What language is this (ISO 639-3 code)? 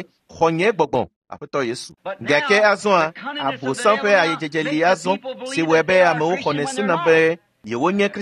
ewe